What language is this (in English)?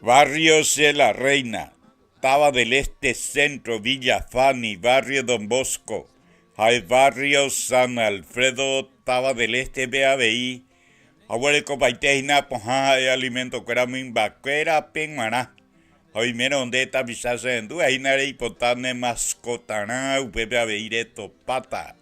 Guarani